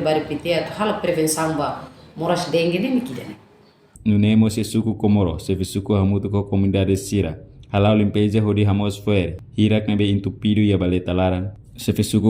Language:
Tetum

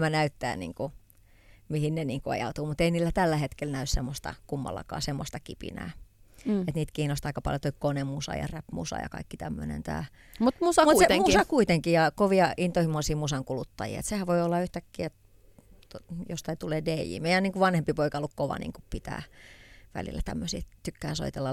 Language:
Finnish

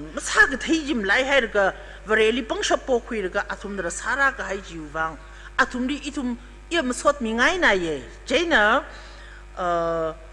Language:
Tangkhul Naga (India)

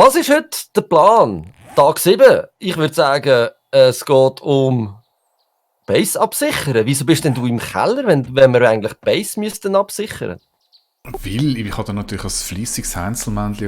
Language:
Swiss German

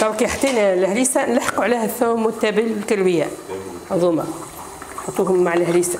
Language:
Tunisian Arabic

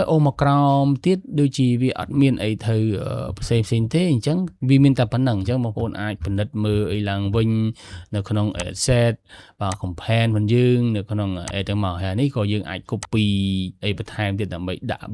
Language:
Khmer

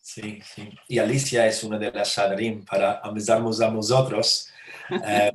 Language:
Ladino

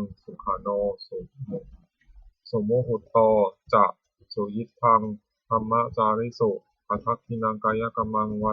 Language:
Pali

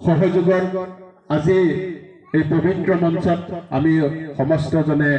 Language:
Assamese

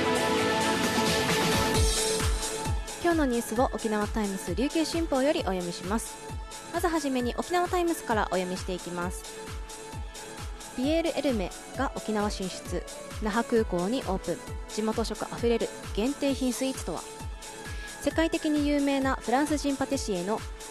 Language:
Japanese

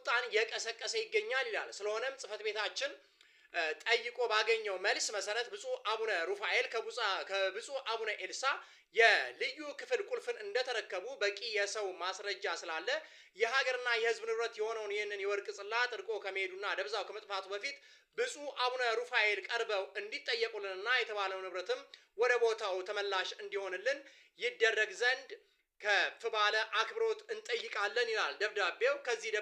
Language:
Amharic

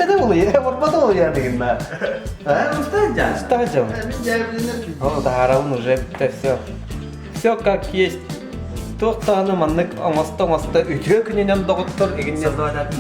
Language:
Yakut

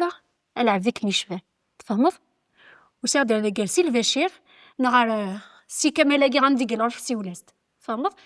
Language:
Kabyle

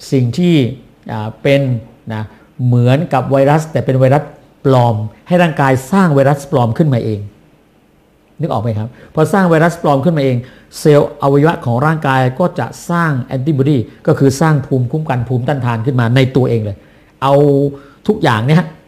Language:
Thai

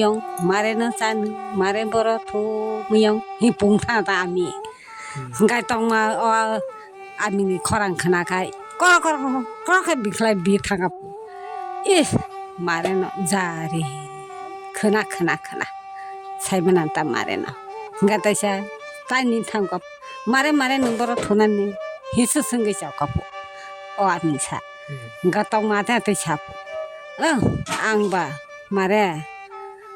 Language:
Kok Borok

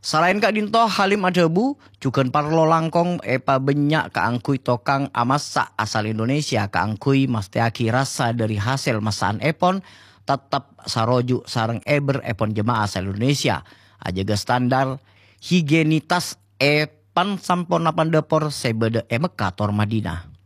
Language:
Madurese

